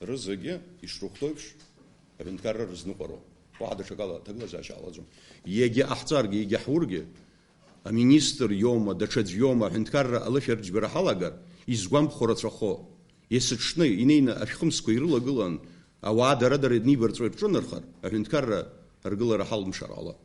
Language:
Abkhazian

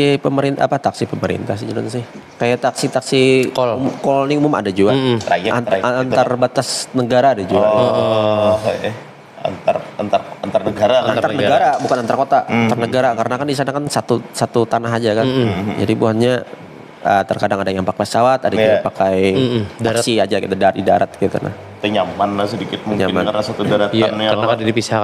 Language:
Banjar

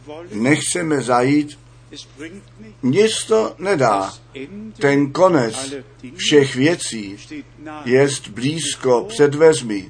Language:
Czech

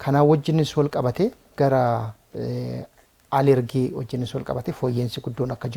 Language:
Oromo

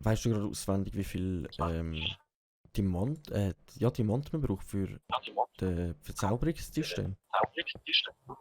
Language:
Swiss German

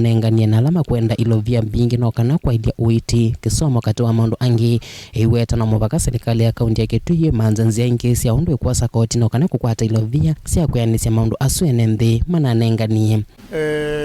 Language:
Kamba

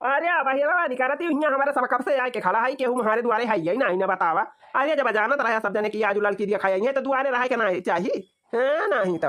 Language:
Awadhi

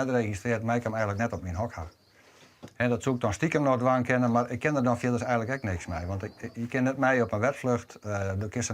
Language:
Western Frisian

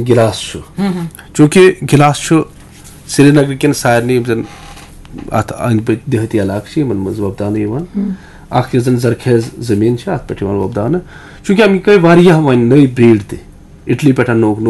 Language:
Kashmiri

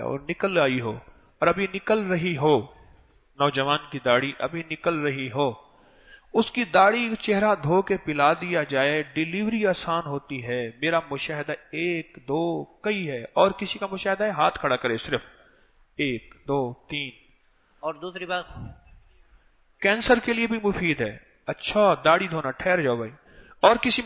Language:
Urdu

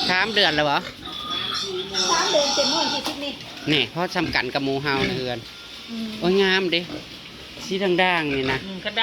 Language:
Northeastern Thai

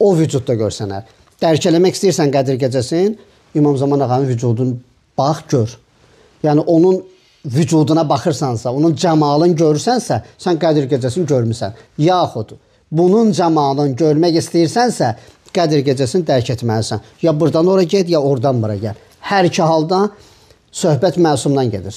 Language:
Azerbaijani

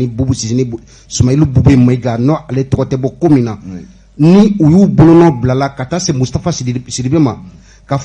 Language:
Bambara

